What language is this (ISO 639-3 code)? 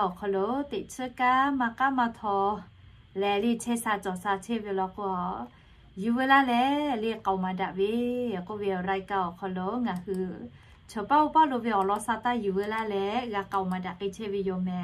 lhu